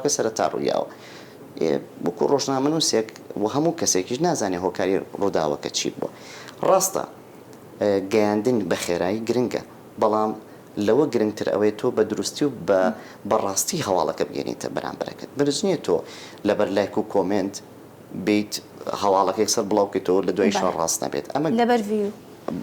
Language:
Central Kurdish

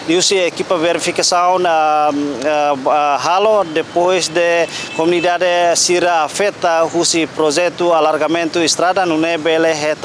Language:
Tetum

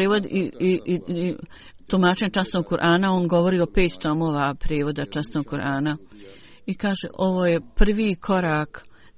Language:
Bosnian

